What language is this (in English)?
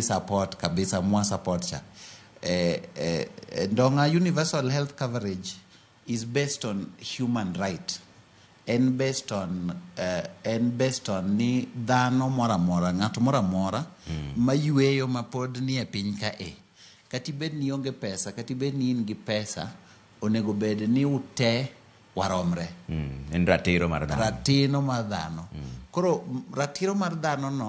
Luo (Kenya and Tanzania)